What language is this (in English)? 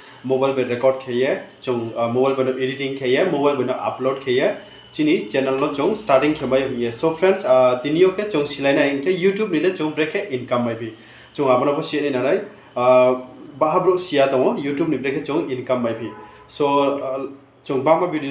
Riang (India)